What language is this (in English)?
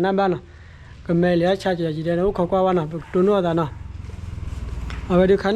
S'gaw Karen